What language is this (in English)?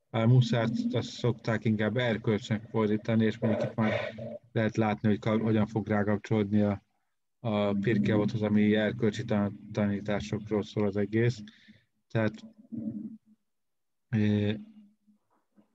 Hungarian